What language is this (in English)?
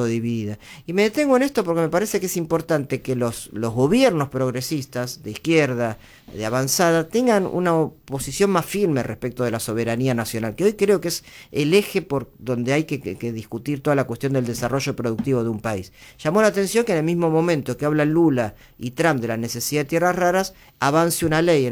Spanish